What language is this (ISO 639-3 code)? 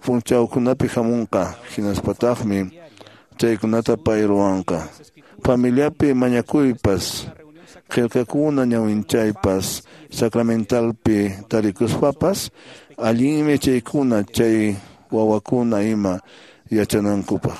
que